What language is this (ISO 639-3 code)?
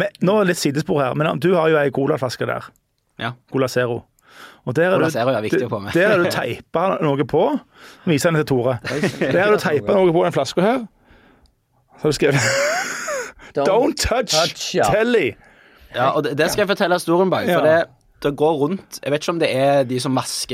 nor